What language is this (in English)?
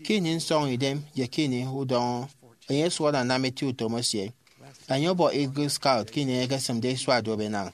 Efik